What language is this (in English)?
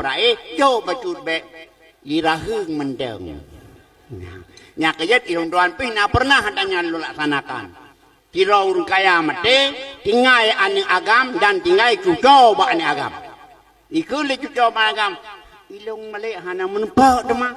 Achinese